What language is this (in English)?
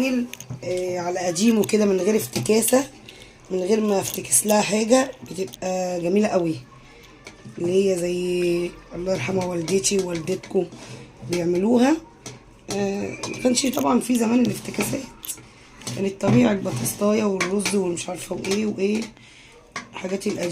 Egyptian Arabic